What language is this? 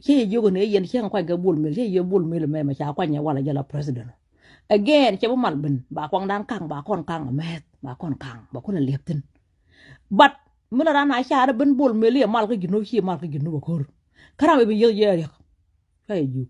Nuer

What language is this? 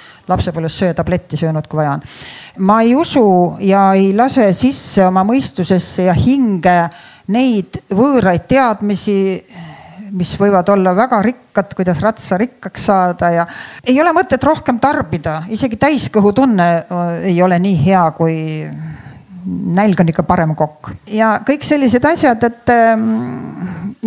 Estonian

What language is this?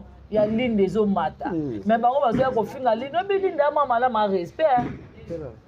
Lingala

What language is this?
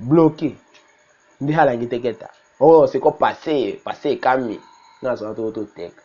Tetela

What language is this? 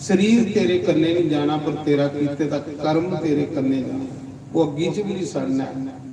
Dogri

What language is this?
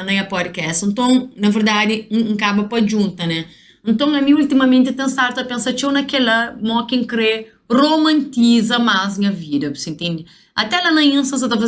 Kabuverdianu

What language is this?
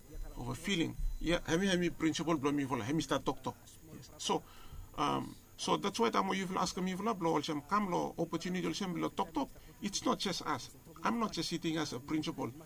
Bislama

